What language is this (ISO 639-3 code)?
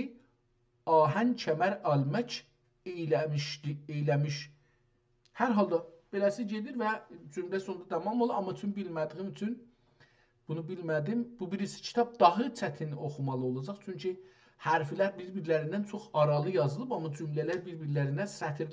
azb